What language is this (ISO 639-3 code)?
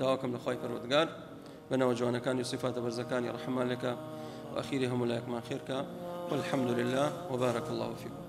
ckb